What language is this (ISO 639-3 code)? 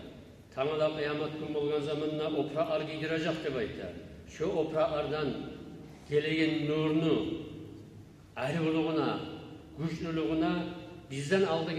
kum